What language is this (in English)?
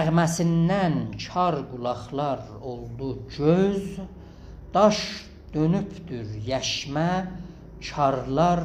South Azerbaijani